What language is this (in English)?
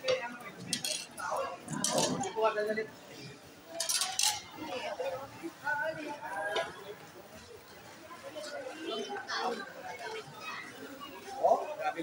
Filipino